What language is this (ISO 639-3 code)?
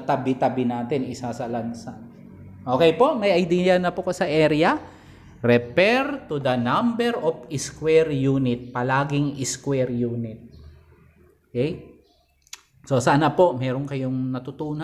fil